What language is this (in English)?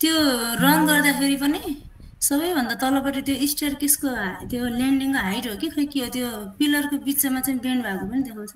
Nepali